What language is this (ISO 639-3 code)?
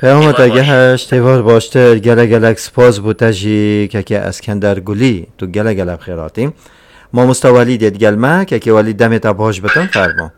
kur